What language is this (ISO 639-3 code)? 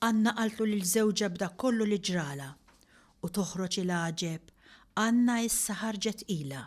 mlt